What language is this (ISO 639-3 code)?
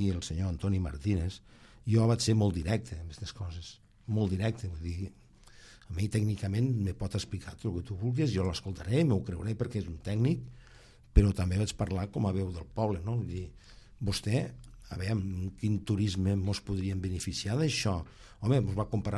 cat